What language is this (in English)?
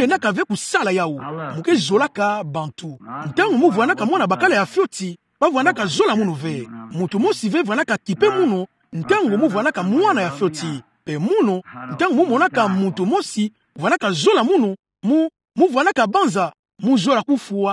Kituba (Democratic Republic of Congo)